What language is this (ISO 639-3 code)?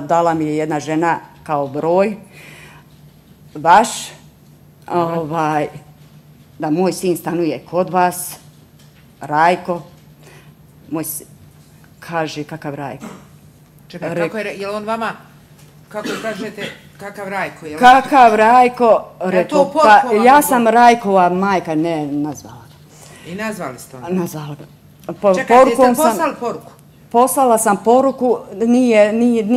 bos